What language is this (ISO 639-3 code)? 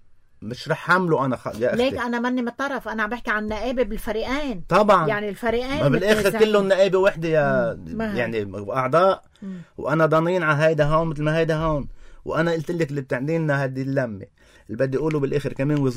apc